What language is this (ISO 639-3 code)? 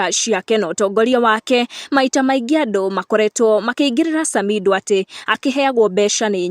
kik